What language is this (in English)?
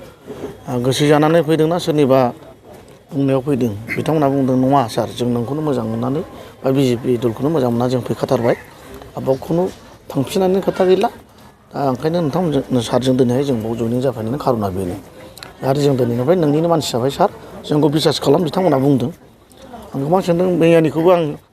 Bodo